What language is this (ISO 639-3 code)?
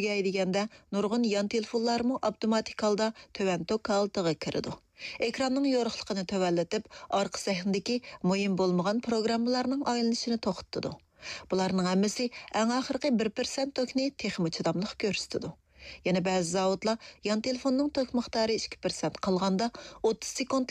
uig